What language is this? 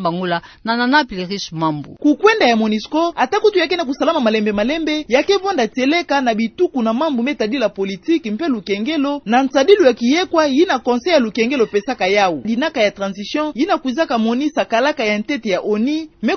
Kituba (Democratic Republic of Congo)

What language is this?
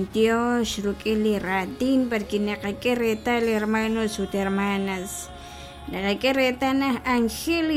Kekchí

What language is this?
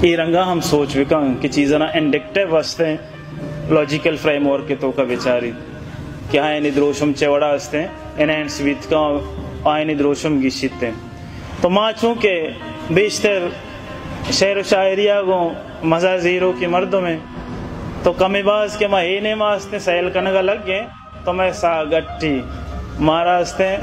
Baluchi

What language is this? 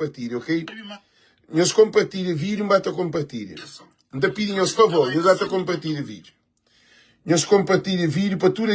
Kabuverdianu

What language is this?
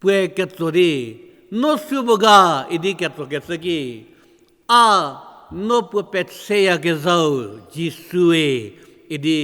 Angami Naga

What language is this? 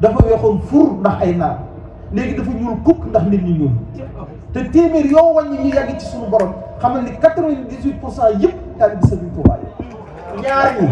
Wolof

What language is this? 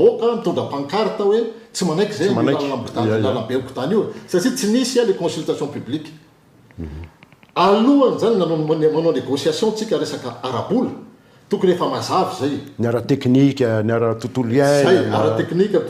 Malagasy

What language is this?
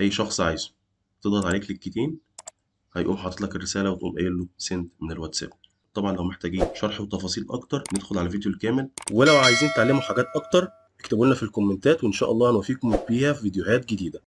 Egyptian Arabic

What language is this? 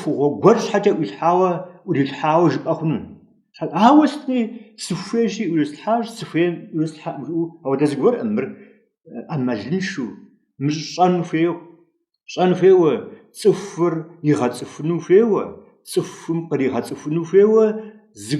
Kabardian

